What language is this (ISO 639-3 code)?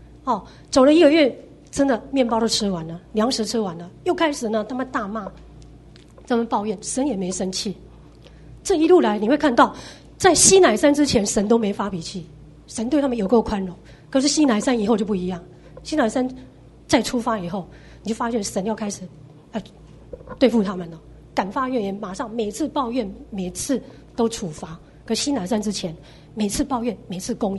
zho